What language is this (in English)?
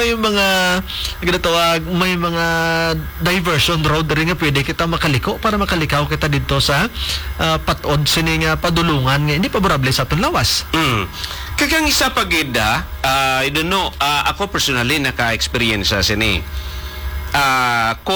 Hiligaynon